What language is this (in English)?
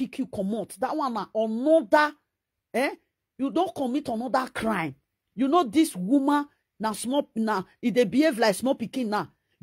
Nigerian Pidgin